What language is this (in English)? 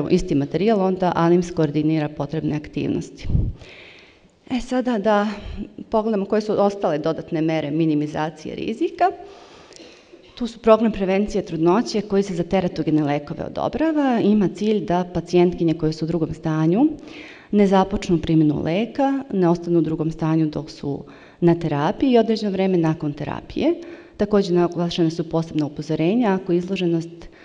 Serbian